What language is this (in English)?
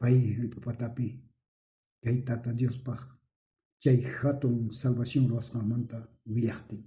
South Bolivian Quechua